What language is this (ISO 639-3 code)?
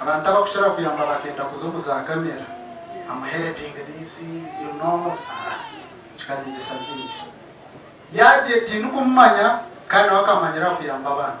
nyn